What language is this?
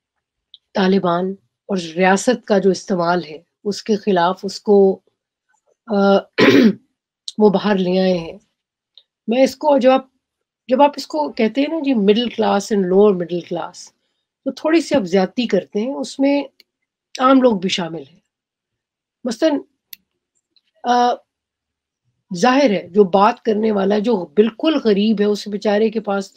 Urdu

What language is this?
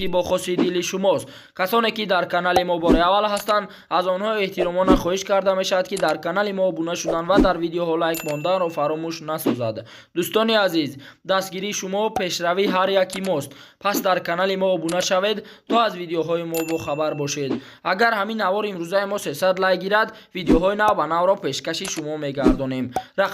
Tajik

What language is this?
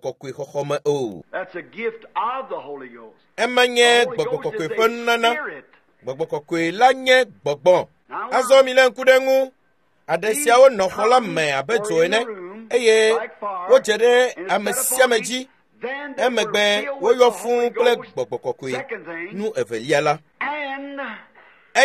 Ewe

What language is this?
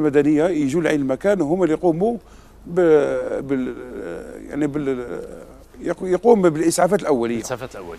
Algerian Arabic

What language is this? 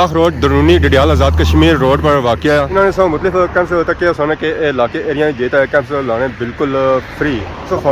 Pahari-Potwari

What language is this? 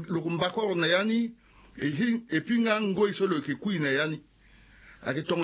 Sango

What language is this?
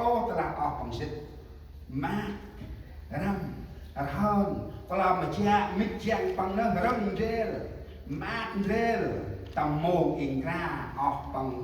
Central Mnong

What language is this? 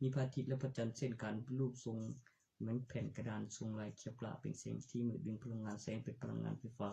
Northeastern Thai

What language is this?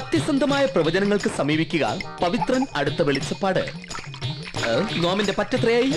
Malayalam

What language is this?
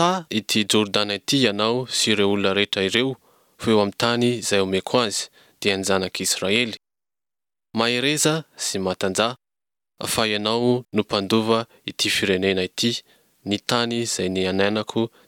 Malagasy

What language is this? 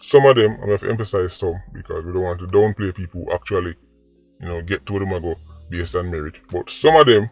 Jamaican Creole English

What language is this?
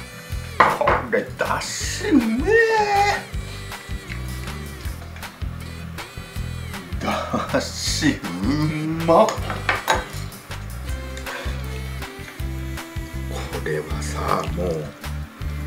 Japanese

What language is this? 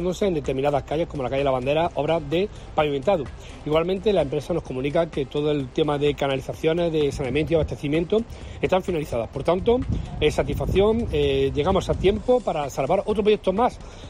Spanish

